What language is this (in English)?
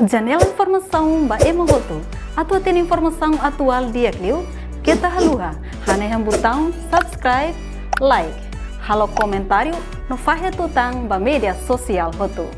Tetum